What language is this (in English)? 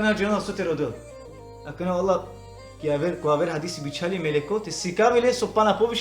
Balkan Romani